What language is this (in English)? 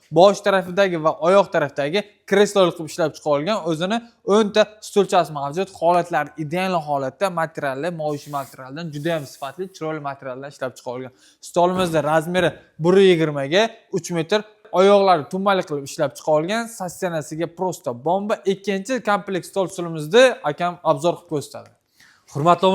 Uzbek